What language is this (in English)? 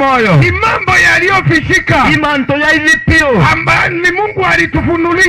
Meru